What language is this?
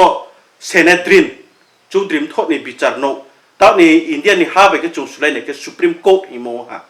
Riang (India)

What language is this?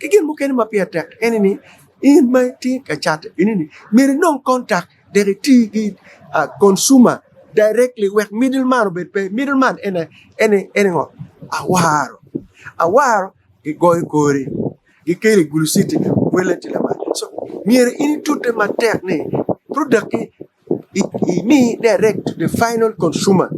Acoli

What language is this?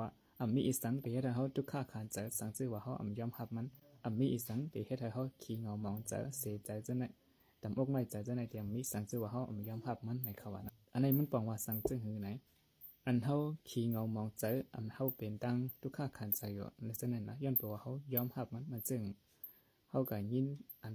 Shan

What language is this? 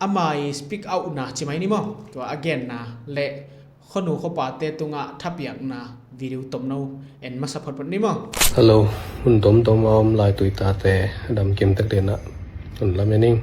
Tedim Chin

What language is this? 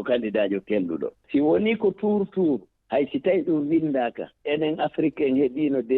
Fula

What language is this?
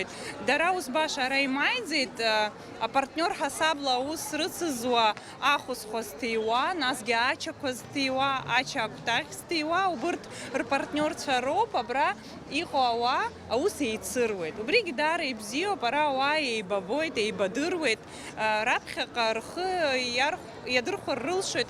Abkhazian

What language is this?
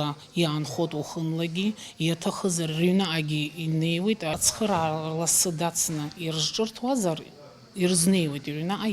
Abkhazian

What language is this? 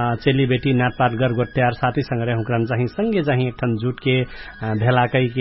Dangaura Tharu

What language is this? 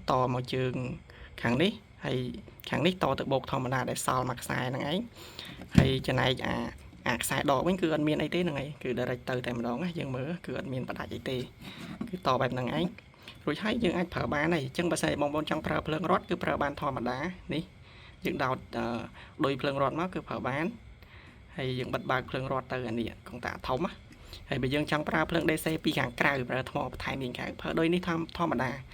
Khmer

